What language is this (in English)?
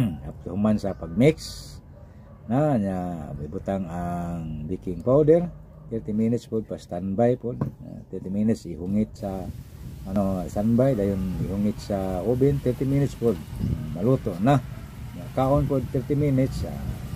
Cebuano